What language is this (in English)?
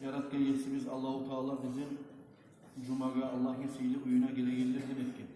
Kumyk